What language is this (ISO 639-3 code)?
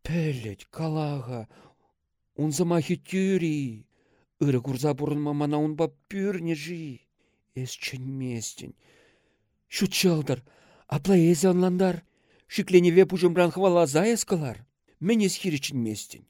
chv